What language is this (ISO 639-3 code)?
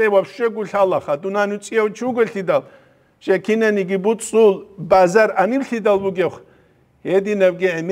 ava